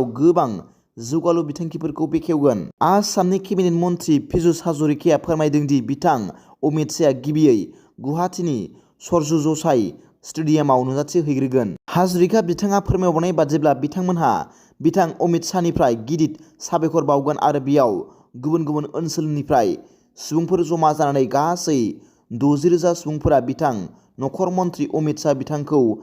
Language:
Bodo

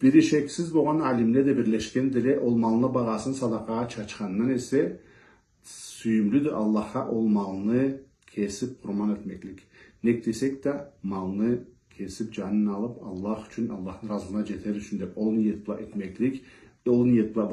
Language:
Karachay-Balkar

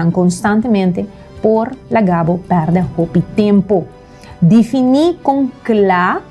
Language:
Papiamento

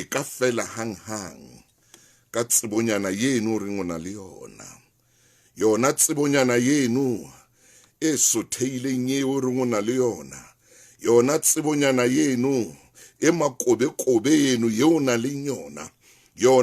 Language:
Southern Sotho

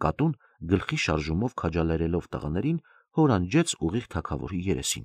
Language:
Armenian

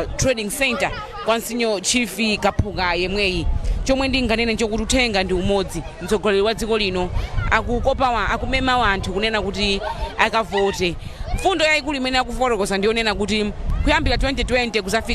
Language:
Nyanja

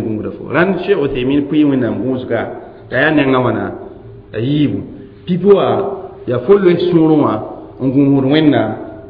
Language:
Mossi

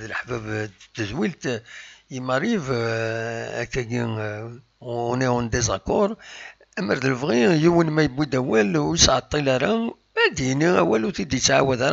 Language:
Kabyle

